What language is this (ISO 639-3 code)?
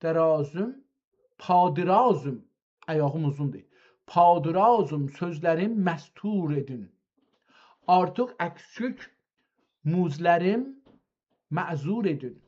azb